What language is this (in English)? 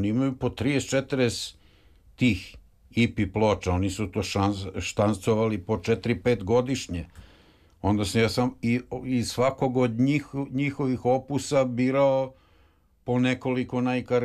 Serbian